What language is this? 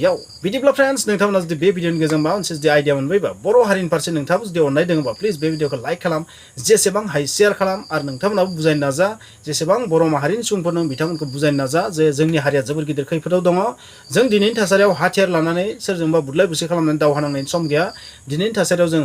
Bodo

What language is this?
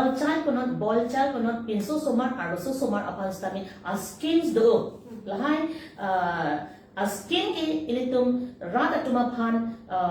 Karbi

